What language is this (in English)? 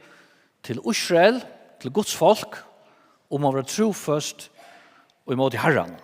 Faroese